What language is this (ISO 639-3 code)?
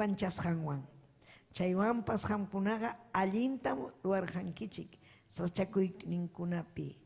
quy